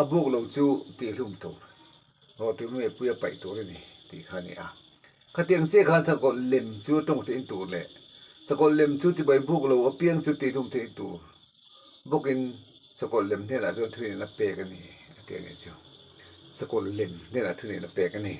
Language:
Mizo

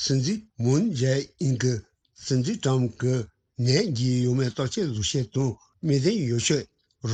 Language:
Tibetan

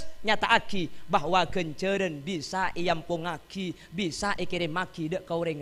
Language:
Madurese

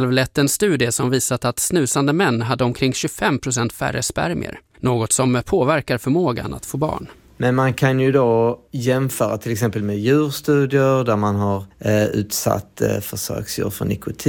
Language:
Swedish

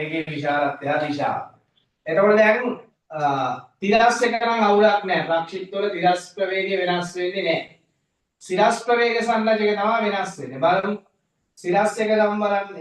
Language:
Sinhala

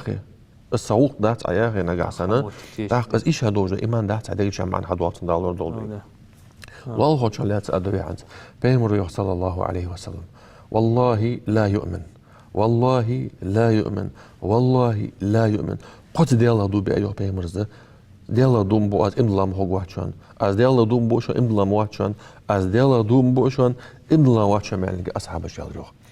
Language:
Ingush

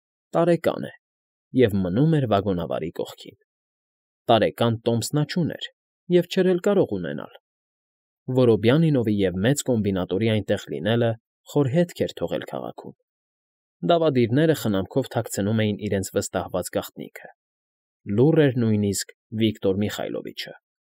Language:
Armenian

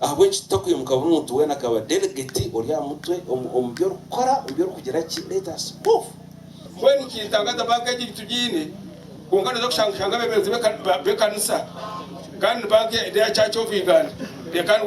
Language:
Nyankole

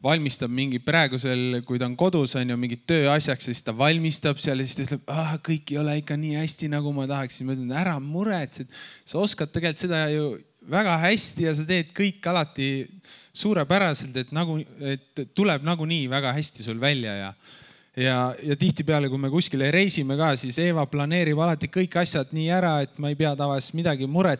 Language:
Estonian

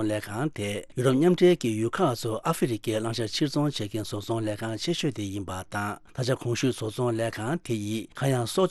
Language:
Tibetan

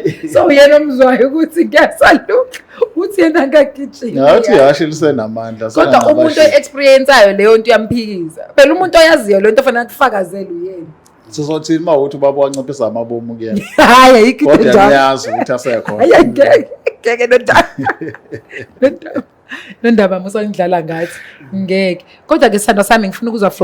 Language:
Zulu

